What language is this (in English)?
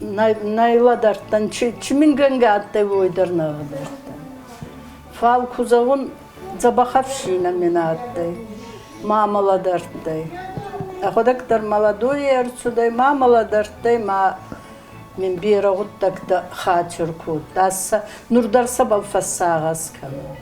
Ossetic